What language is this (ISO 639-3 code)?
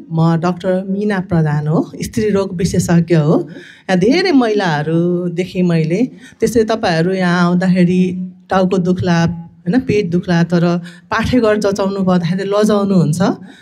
nep